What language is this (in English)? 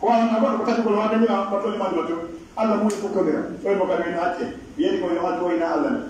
Pular